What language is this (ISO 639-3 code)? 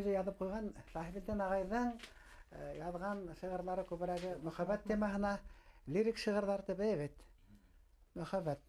bak